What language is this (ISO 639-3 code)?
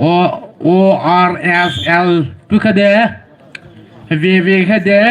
pmx